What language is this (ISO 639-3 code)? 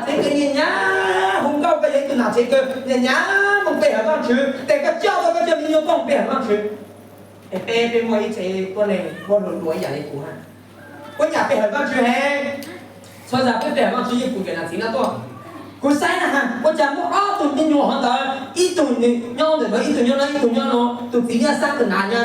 hmn